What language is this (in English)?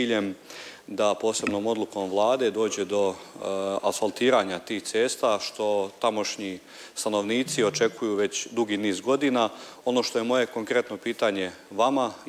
Croatian